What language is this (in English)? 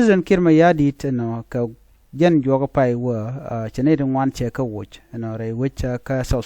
Nuer